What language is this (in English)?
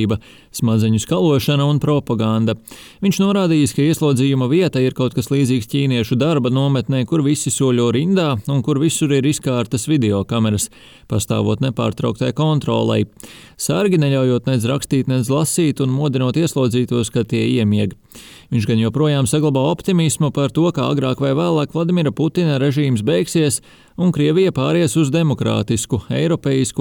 Latvian